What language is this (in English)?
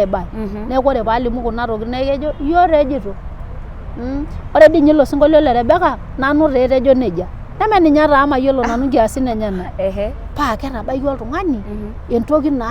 Masai